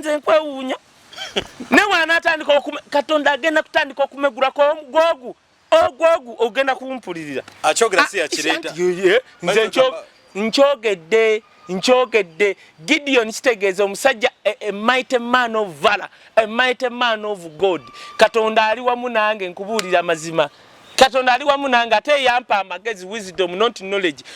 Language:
Ganda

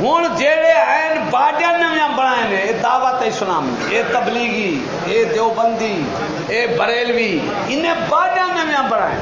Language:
Saraiki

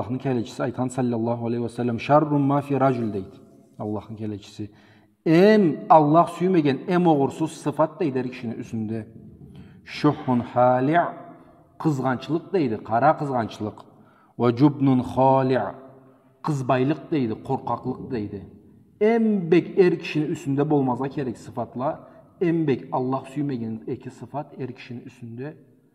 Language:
Karachay-Balkar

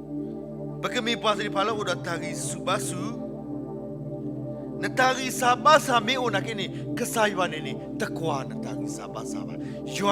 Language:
S'gaw Karen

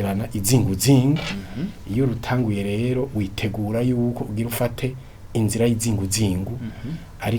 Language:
Rundi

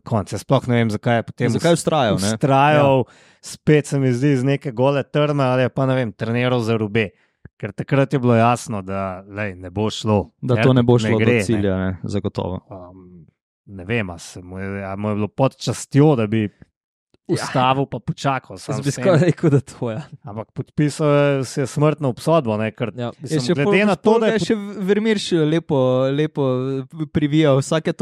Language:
Slovenian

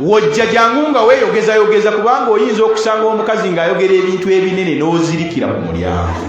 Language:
Ganda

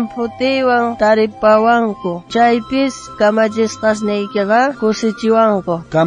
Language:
South Bolivian Quechua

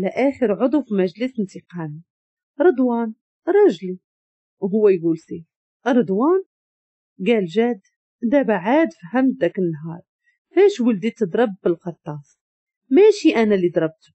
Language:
Moroccan Arabic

